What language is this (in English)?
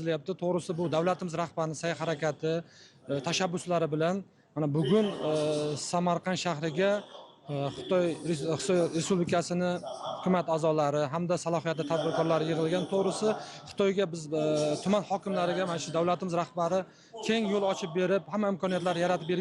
Uzbek